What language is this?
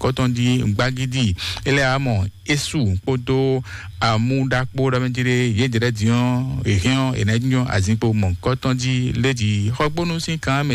Fon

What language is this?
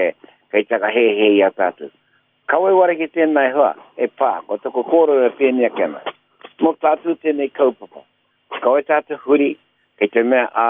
Māori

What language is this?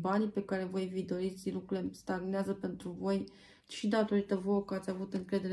Romanian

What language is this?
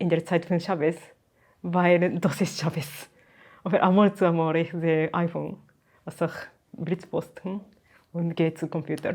Yiddish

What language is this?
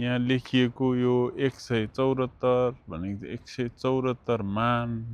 Nepali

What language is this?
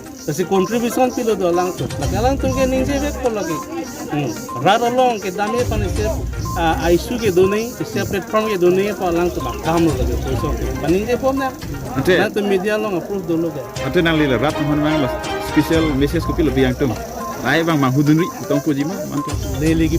Karbi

